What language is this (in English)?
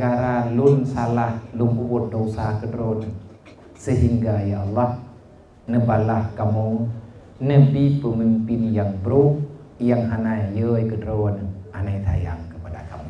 Achinese